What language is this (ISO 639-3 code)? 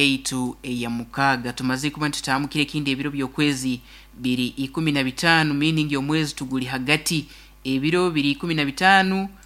nyo